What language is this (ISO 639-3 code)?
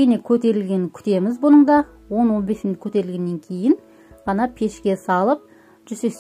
kaz